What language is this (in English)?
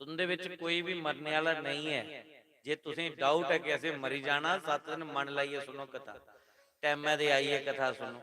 Dogri